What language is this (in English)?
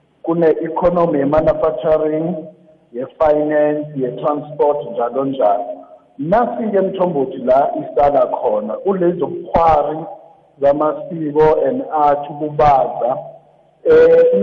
South Ndebele